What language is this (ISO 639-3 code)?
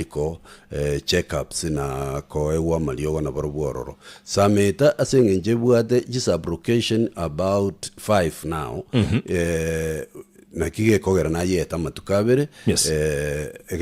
guz